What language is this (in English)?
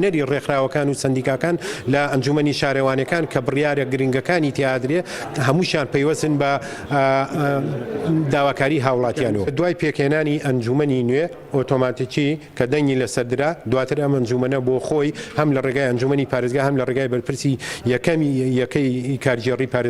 Central Kurdish